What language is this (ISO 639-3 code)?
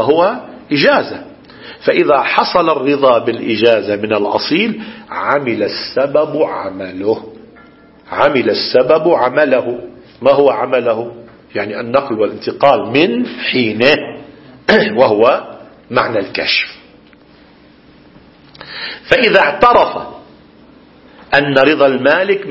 ara